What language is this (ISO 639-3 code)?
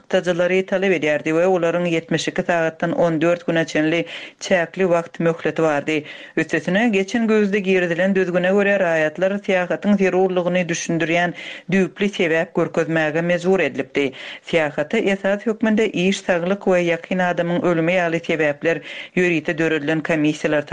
tuk